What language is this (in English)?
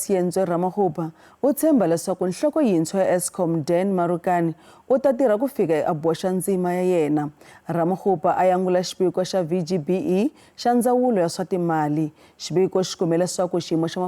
Tsonga